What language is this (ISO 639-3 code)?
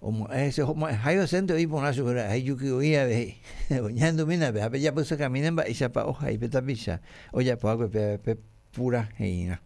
grn